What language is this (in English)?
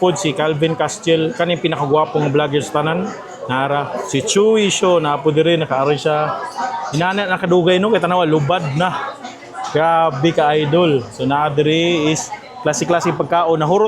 Cebuano